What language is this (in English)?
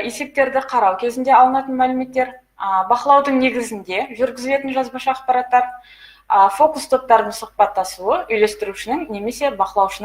Kazakh